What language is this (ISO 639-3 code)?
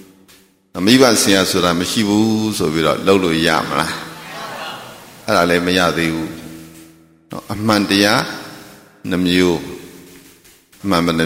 mya